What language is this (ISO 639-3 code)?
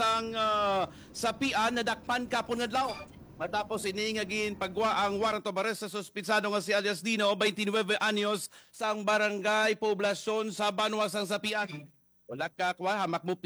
hil